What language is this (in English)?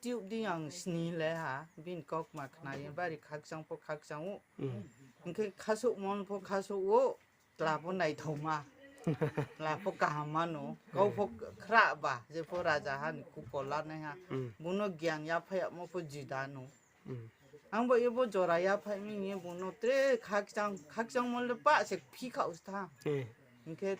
Riang (India)